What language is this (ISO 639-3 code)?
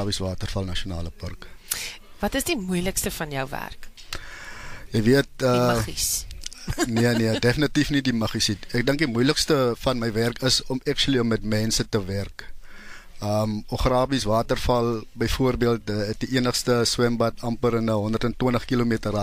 afr